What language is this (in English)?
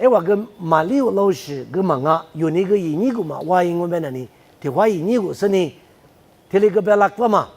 Lisu